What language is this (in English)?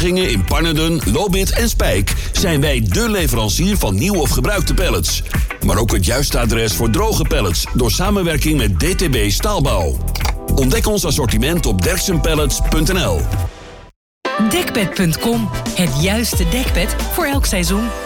Dutch